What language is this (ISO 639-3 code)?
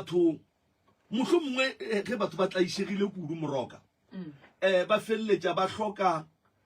nso